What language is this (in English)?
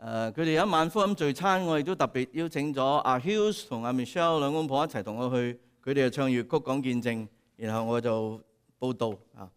Cantonese